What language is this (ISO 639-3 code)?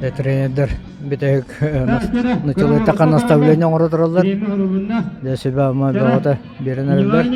sah